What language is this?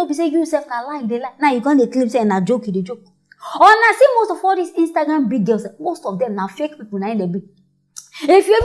Nigerian Pidgin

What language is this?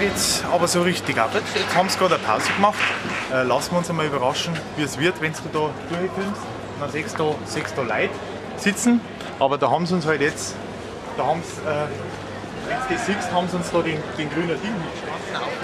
Bavarian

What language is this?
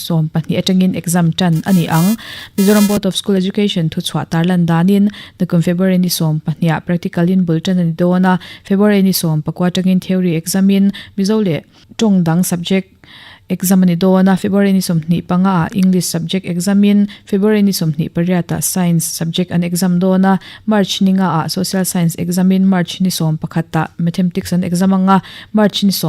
Mizo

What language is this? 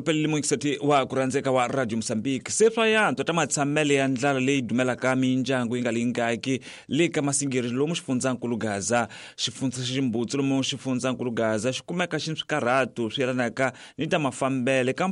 Tsonga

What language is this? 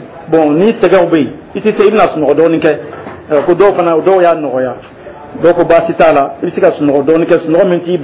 Dyula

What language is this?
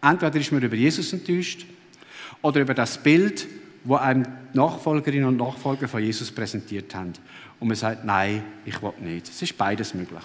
Swiss German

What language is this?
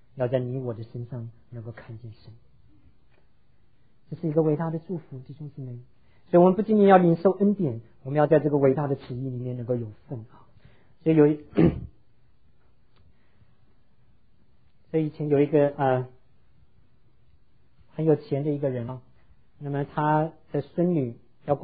Chinese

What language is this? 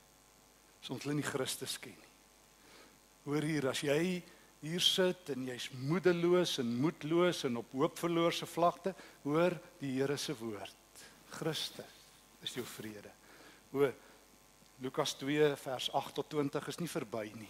Afrikaans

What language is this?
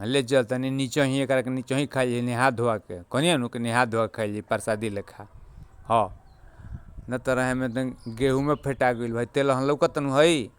Bhojpuri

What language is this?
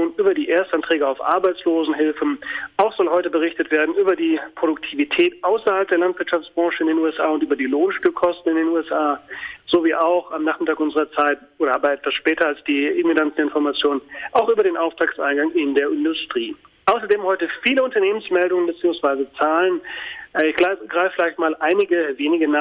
German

